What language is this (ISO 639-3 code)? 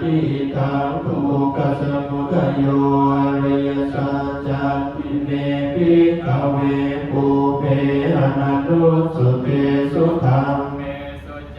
pli